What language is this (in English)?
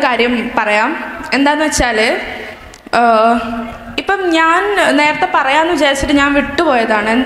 Malayalam